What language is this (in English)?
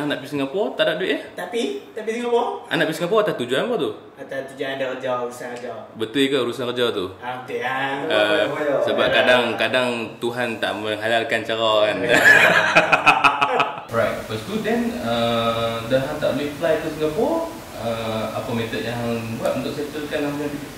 Malay